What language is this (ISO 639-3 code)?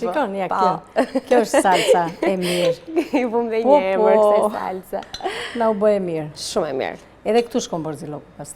sqi